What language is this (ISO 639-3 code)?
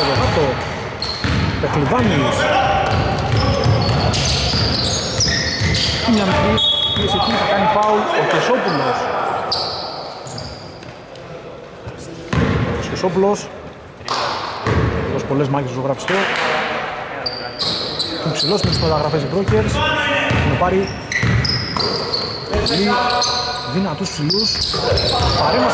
ell